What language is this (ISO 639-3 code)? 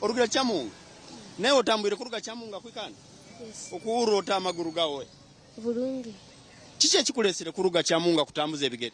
nyn